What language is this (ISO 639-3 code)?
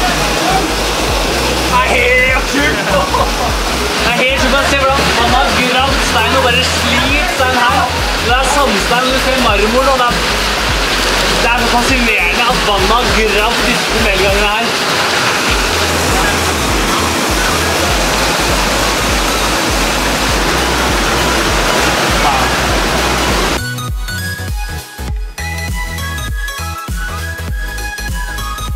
nor